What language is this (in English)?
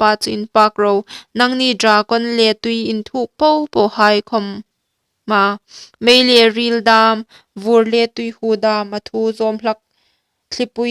Hmar